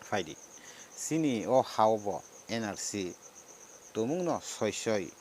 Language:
Kok Borok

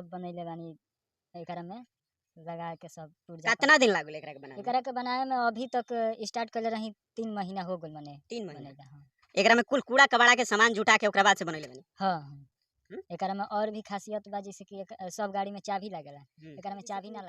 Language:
Bhojpuri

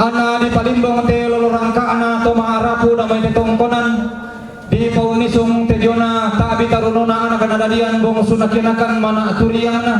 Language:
Toraja-Sa'dan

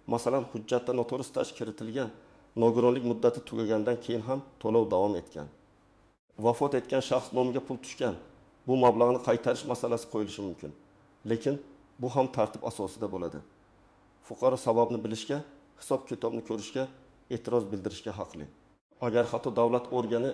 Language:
Uzbek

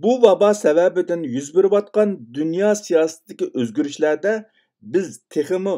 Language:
Uyghur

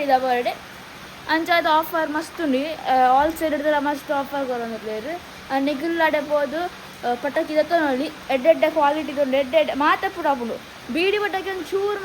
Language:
Tulu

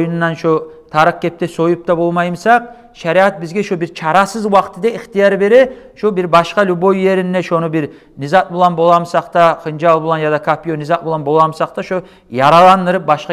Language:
Kumyk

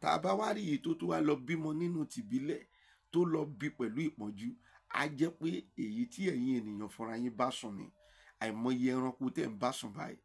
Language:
Yoruba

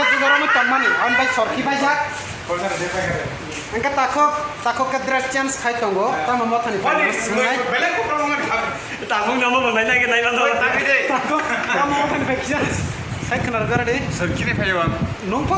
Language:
Kok Borok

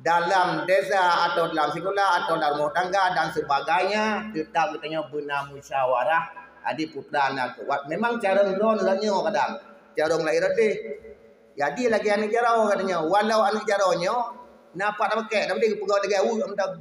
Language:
Achinese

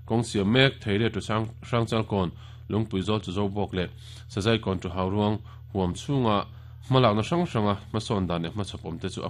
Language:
Mizo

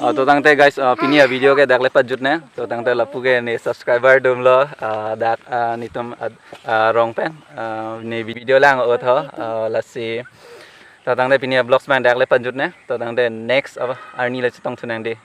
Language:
Karbi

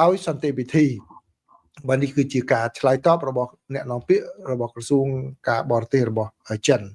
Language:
Khmer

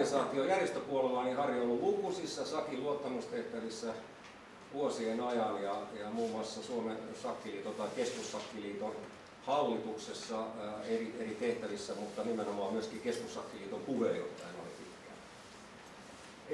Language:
Finnish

